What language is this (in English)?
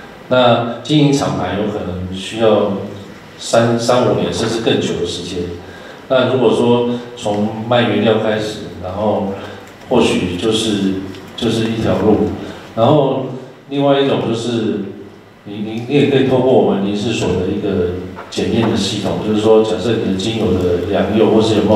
Chinese